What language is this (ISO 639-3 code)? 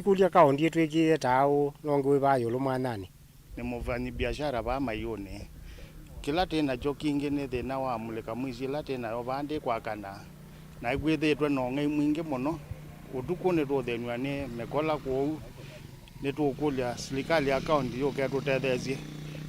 kam